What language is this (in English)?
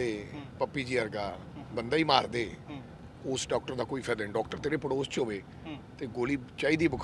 Punjabi